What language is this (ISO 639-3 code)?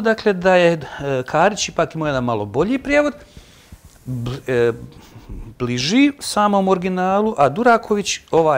bos